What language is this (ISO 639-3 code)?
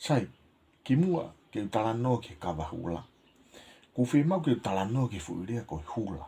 ton